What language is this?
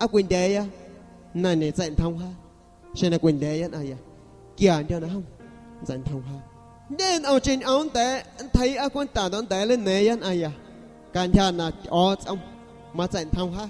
San Pedro Amuzgos Amuzgo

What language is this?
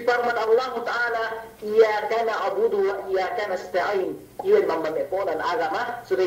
Yakan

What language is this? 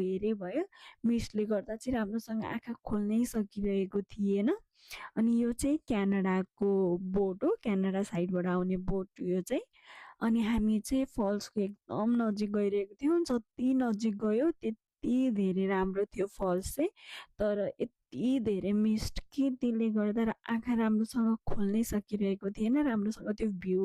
Nepali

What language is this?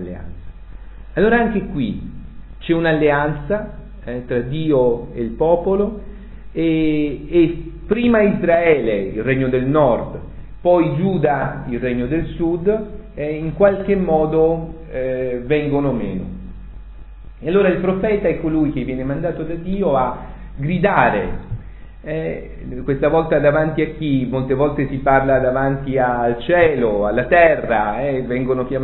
Italian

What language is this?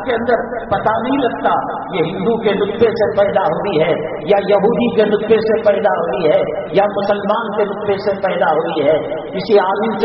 Urdu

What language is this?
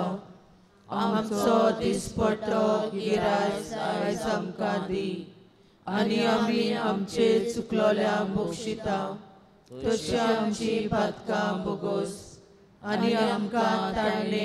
Konkani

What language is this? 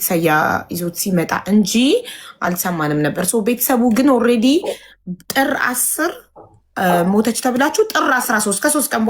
Amharic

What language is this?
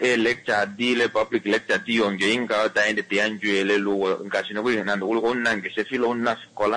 Kuanyama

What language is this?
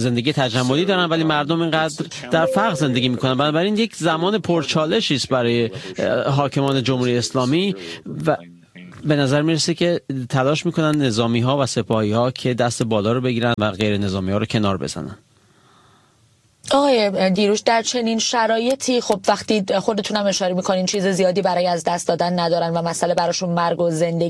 Persian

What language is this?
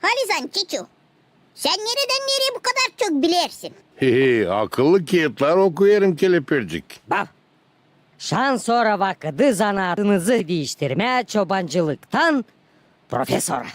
Gagauz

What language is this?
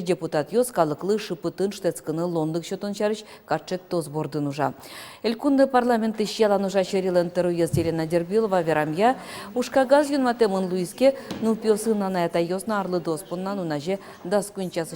Udmurt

